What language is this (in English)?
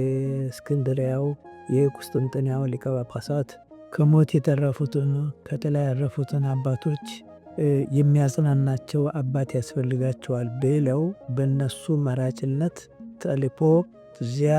Amharic